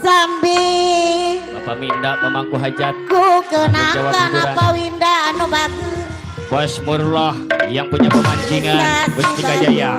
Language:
Betawi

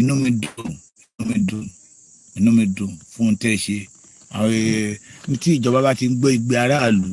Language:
Yoruba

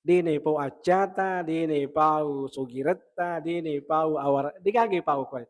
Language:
Buginese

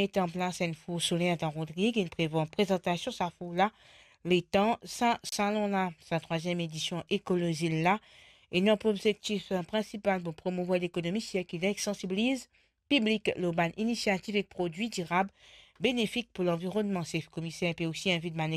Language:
Morisyen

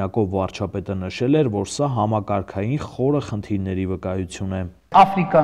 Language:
Armenian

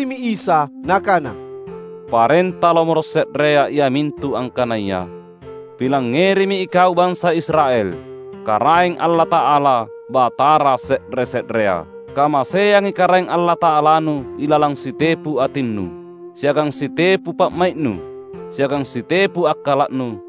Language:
Makasar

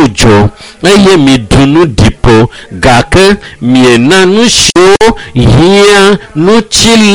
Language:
Ewe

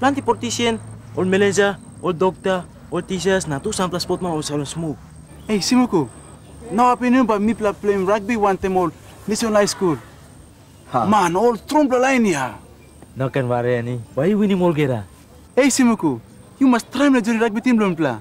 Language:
Tok Pisin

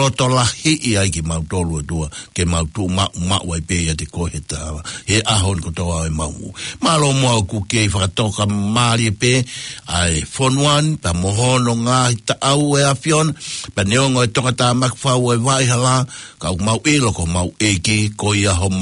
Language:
Tongan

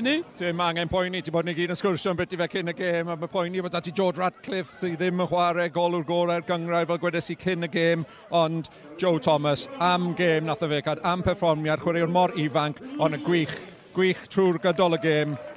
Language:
Welsh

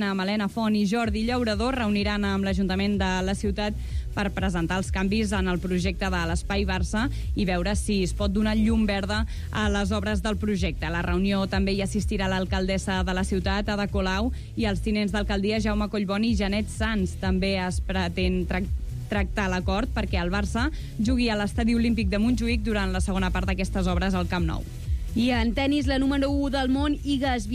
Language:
Catalan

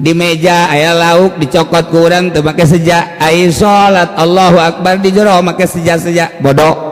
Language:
Sundanese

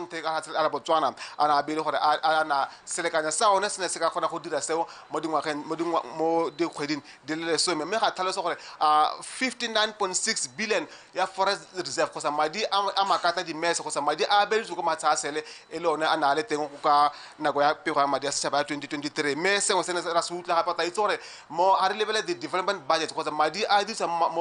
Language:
Tswana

